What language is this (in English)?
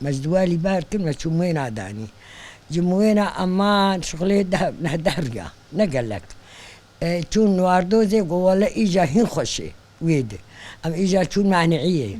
Kurdish